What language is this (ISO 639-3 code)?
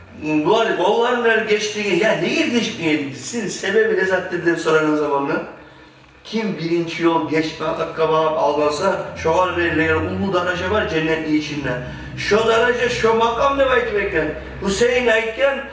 kum